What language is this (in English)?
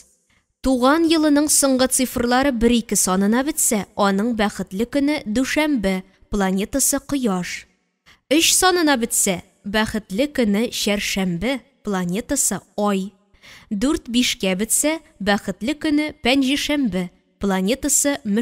Tatar